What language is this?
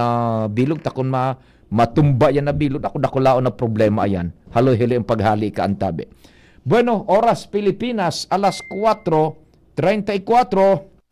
Bikol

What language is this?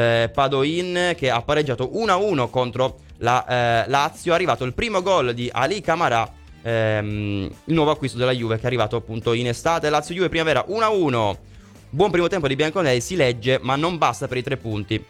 Italian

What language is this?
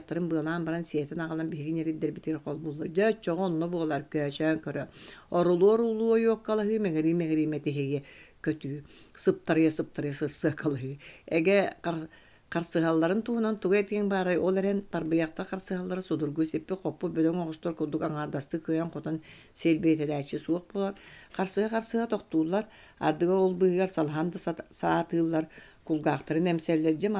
Yakut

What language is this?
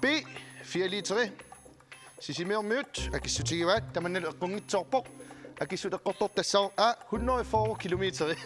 Kalaallisut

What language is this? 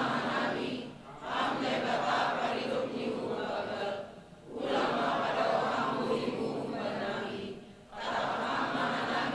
Batak Simalungun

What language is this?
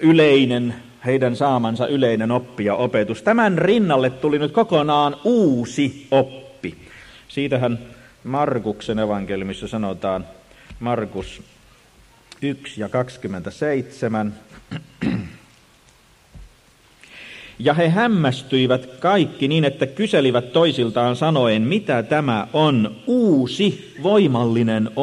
Finnish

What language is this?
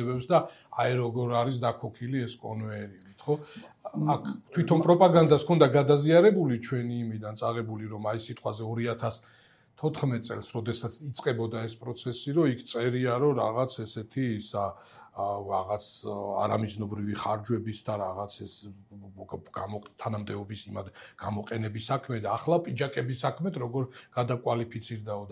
Georgian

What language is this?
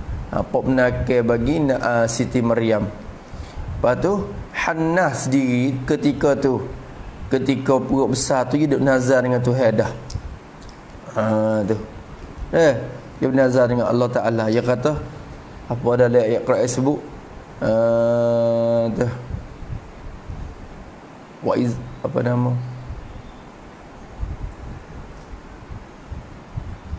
Malay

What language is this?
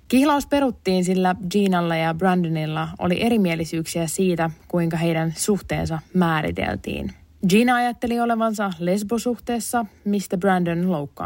Finnish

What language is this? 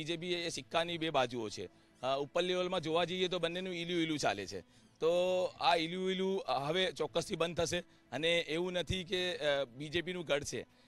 Gujarati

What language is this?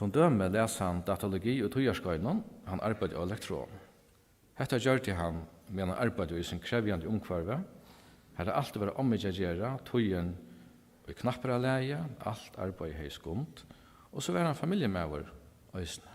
Faroese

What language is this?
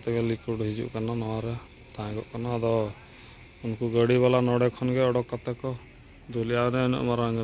Santali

